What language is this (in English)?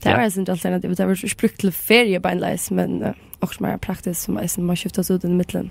Faroese